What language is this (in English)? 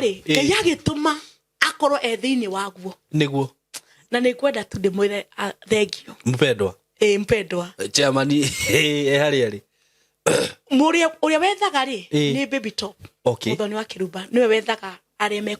Kikuyu